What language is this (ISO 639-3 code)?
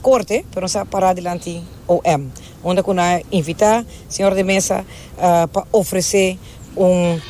pap